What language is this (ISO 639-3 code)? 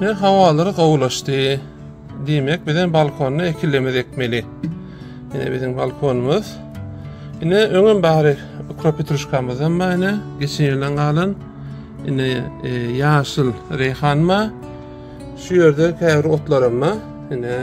tuk